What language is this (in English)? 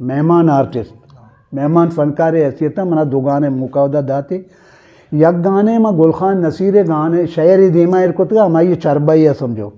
Eastern Balochi